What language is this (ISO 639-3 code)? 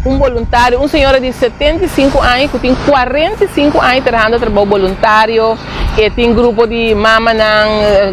pap